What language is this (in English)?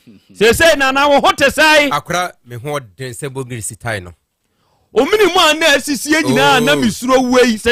Akan